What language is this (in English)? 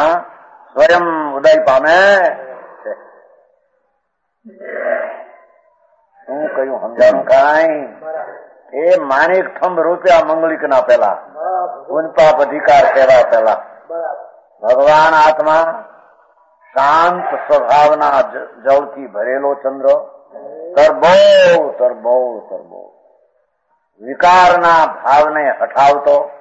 Gujarati